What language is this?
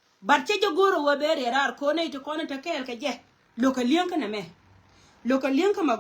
Nuer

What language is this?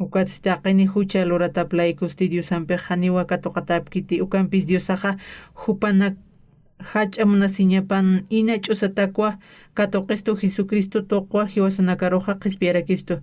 Aymara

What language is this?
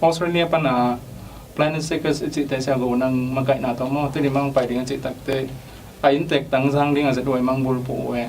Tedim Chin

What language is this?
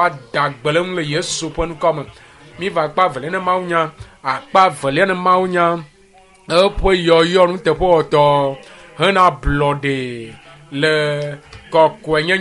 Ewe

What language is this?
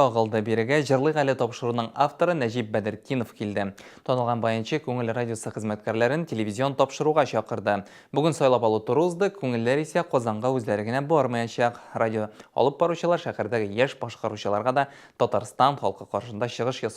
Tatar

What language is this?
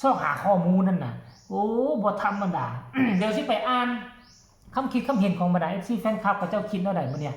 Northeastern Thai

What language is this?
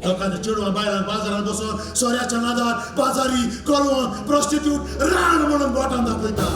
Konkani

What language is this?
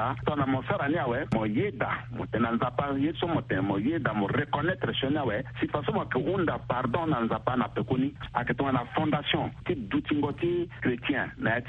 Sango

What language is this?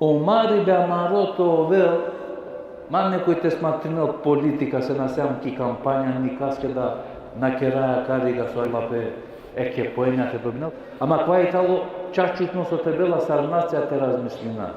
Balkan Romani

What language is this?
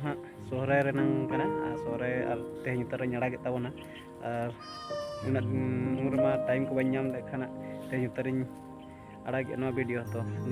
Santali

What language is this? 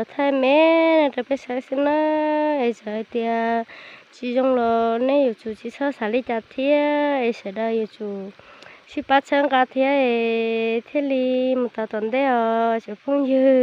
Hmong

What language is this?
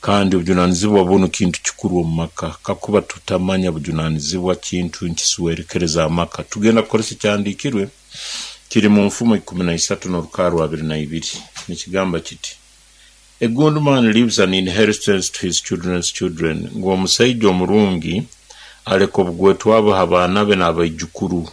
Nyoro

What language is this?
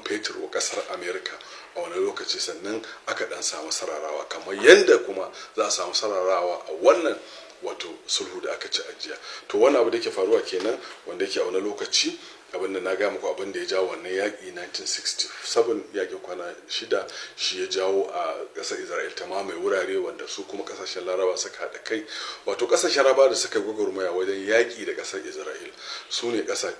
Hausa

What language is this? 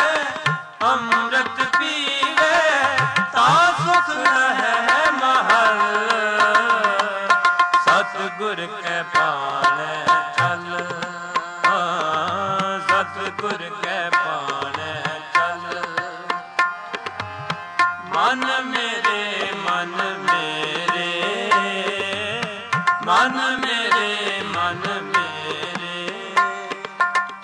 Punjabi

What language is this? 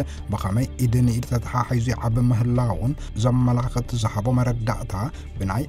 Tigrinya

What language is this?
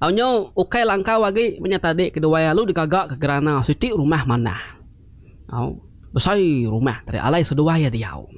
Iban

